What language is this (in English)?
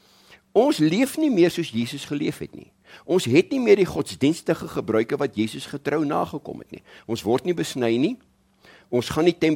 Afrikaans